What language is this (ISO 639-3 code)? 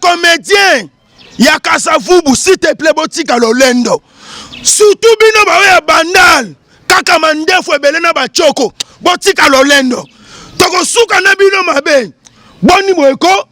lin